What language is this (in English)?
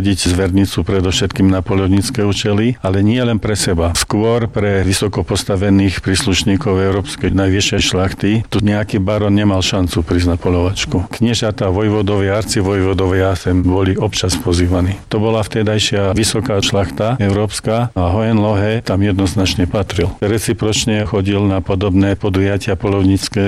Slovak